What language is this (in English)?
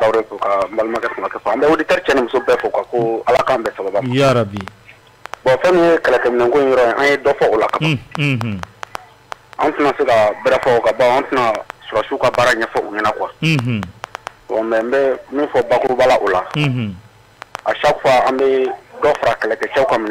Bambara